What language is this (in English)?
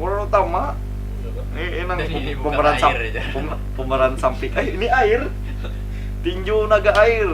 Banjar